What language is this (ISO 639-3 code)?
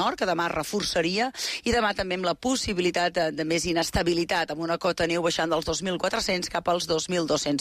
cat